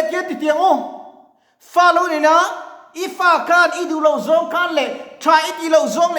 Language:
Mizo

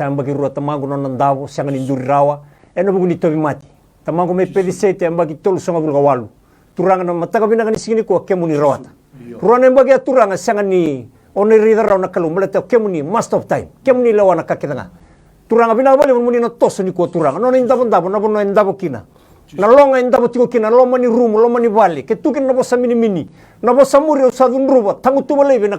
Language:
Fijian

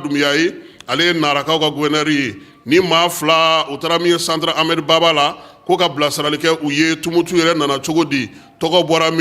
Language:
Bambara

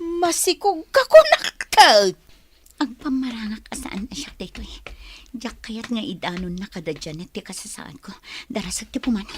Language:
Iloko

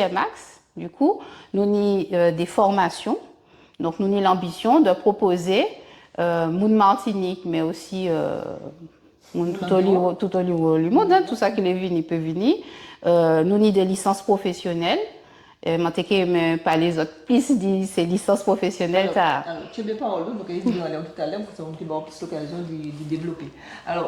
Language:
Guadeloupean Creole French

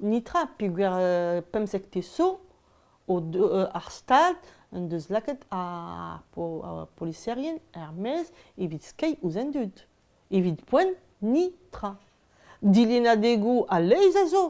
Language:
Breton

